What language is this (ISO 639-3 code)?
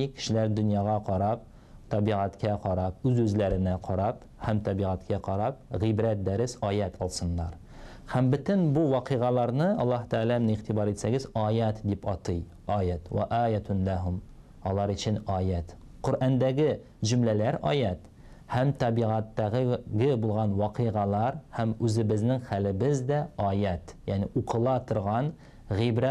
tat